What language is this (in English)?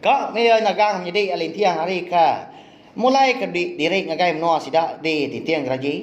Iban